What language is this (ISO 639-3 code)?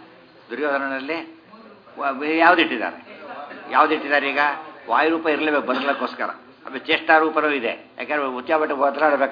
kan